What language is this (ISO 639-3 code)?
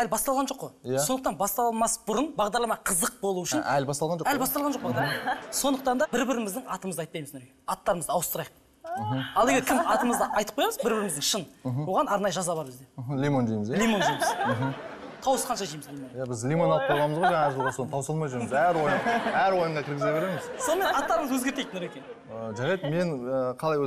kaz